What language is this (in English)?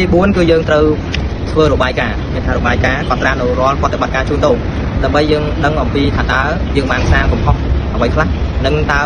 Khmer